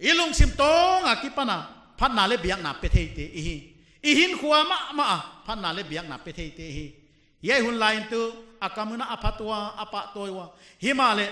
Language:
Paite Chin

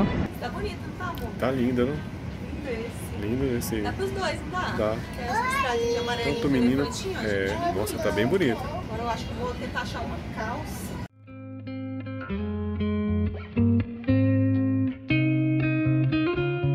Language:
Portuguese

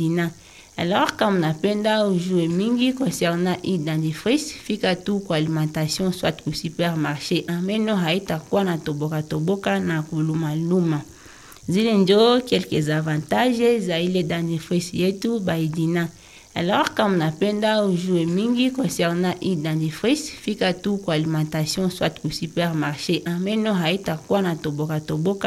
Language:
Swahili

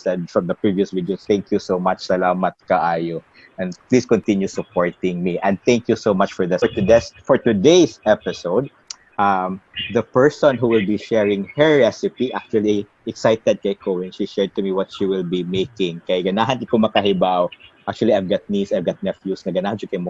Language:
Cebuano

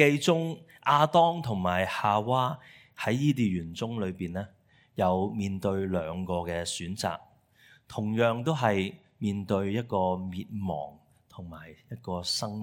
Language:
Cantonese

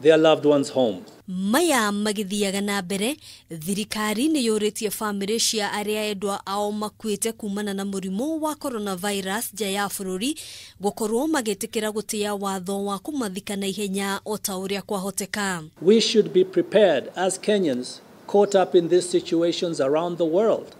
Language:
Kikuyu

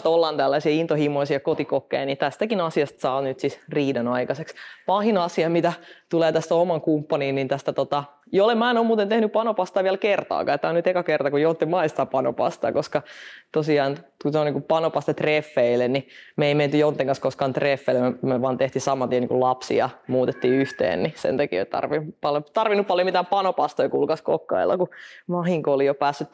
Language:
Finnish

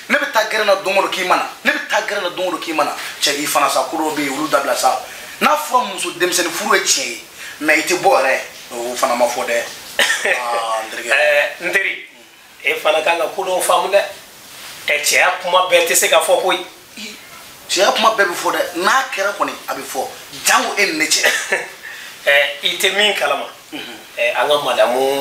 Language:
Bambara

